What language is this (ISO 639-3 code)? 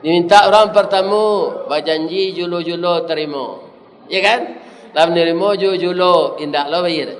min